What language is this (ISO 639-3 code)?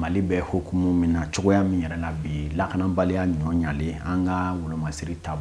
bam